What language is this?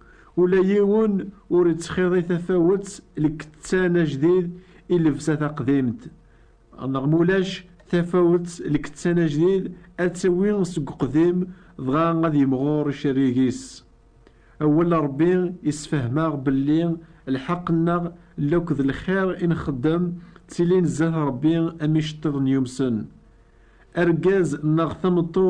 Kabyle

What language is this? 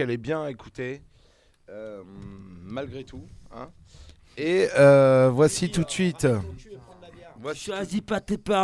French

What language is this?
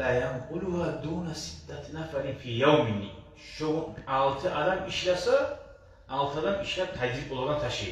Kumyk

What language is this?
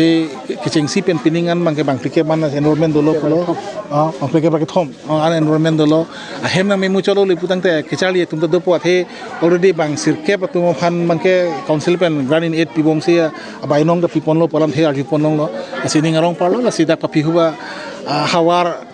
Karbi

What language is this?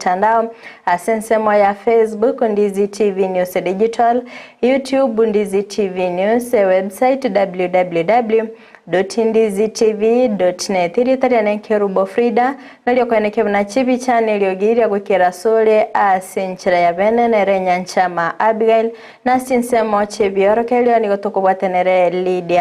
Gusii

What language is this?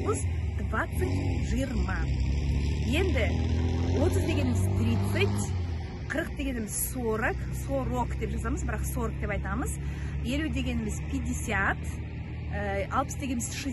Kazakh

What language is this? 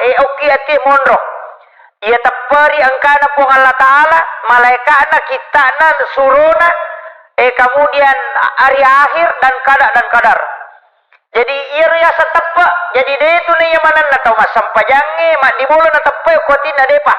Buginese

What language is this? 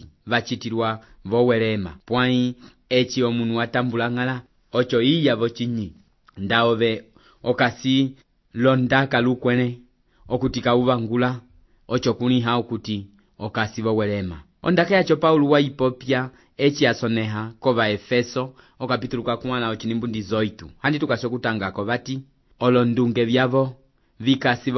Umbundu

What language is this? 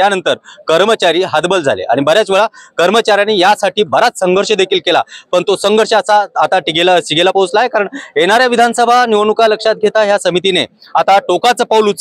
Marathi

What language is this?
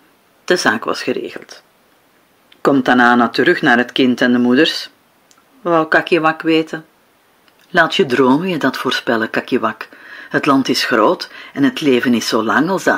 Dutch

